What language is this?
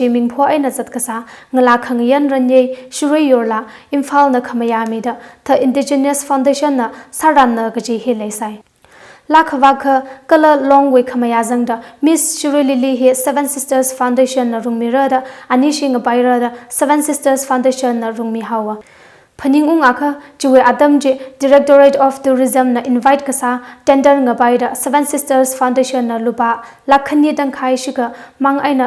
Tangkhul Naga (India)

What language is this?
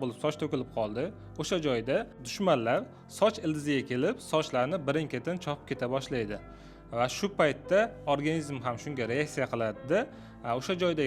Uzbek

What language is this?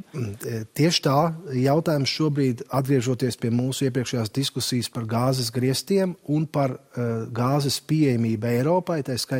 Latvian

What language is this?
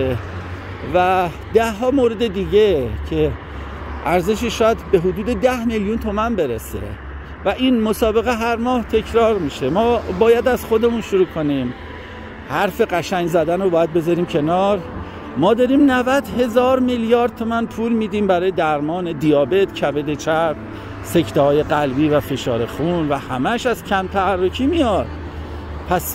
Persian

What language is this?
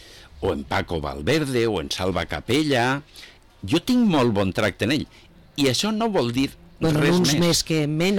Catalan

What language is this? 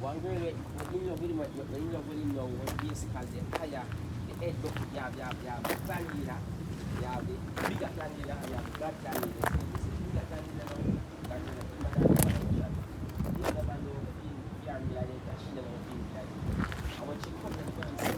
Jamaican Creole English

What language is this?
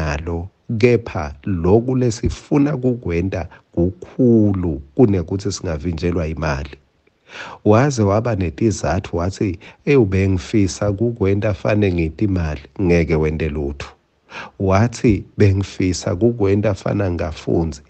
Swati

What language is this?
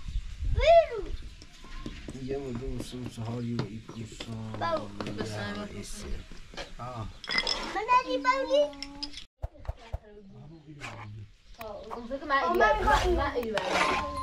Persian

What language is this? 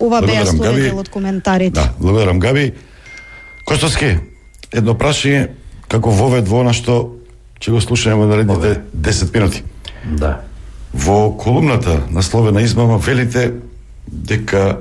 Macedonian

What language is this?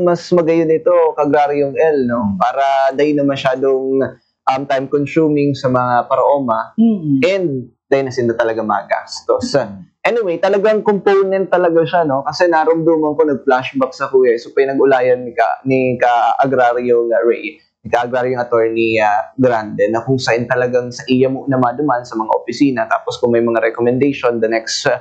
Bikol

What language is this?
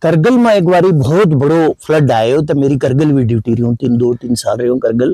Gujari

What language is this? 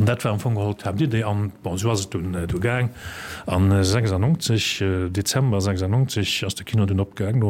Luxembourgish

